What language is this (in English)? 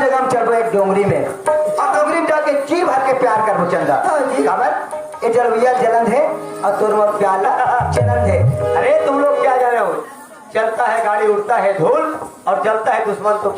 Chhattisgarhi